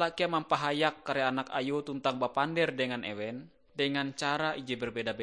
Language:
Ngaju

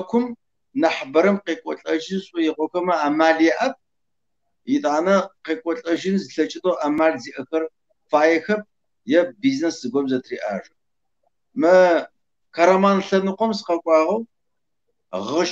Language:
Kabardian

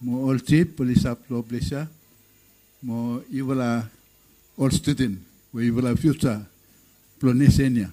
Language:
Bislama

